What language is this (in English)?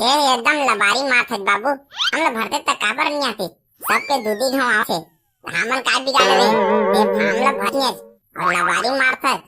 Chhattisgarhi